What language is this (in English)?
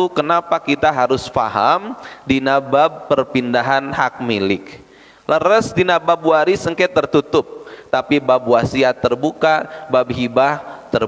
Sundanese